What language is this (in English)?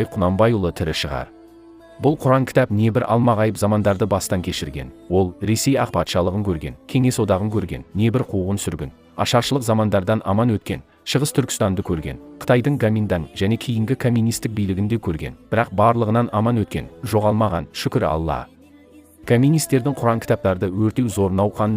Kazakh